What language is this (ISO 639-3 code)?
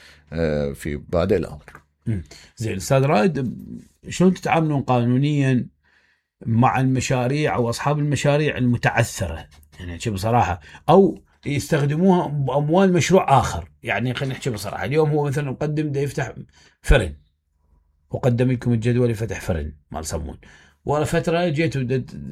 acm